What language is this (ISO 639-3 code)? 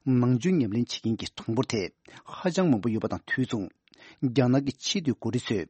bod